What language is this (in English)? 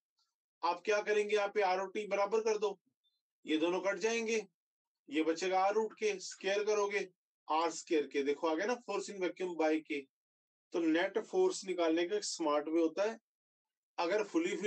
Hindi